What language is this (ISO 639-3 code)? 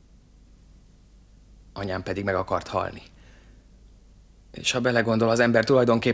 hun